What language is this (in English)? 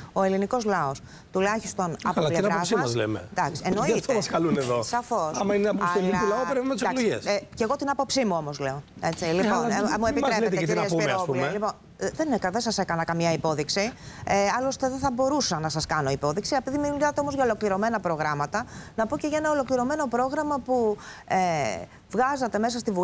Greek